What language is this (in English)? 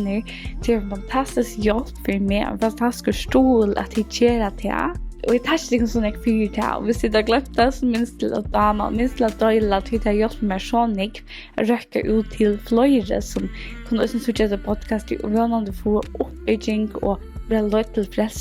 Faroese